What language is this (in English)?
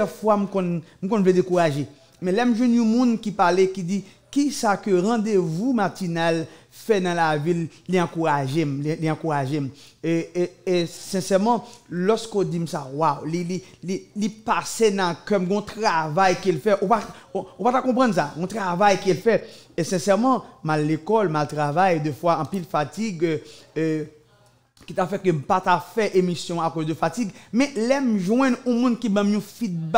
French